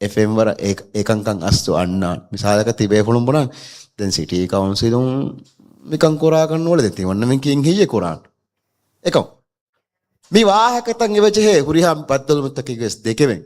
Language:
Divehi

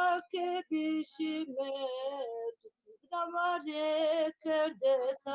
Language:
Zaza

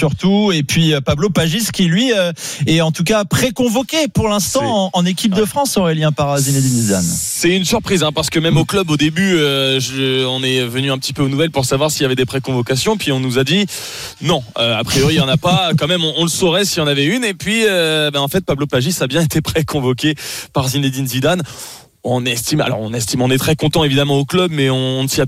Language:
French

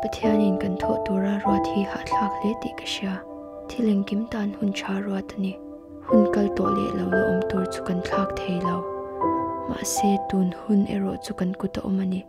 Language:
Mizo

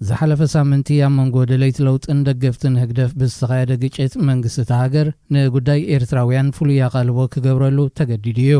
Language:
Tigrinya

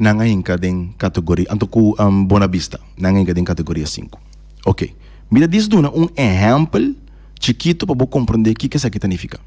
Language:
Papiamento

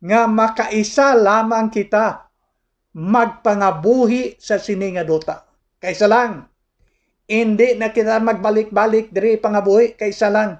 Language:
Hiligaynon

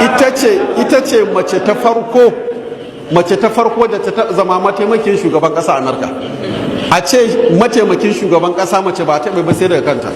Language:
Hausa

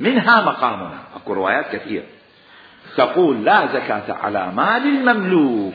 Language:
Mesopotamian Arabic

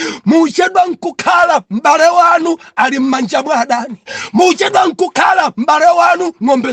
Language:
Nyanja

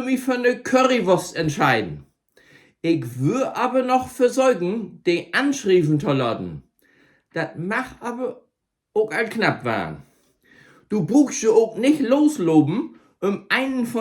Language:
Low German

